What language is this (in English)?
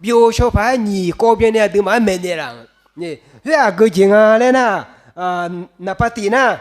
Akha